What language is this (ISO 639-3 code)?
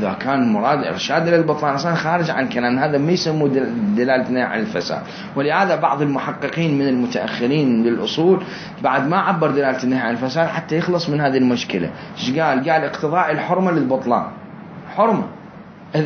acm